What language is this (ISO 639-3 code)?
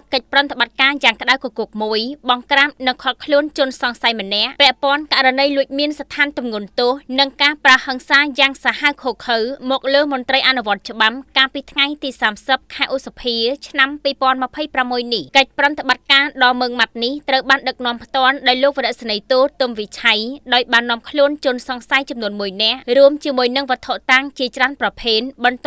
khm